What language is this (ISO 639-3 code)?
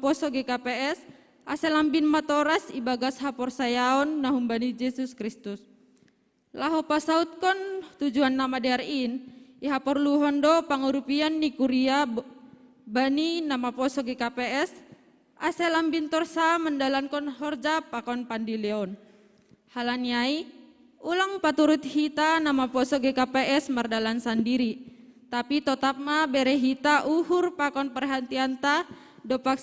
bts